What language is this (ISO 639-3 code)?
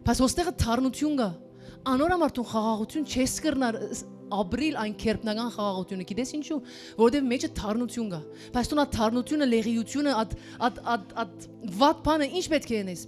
hyw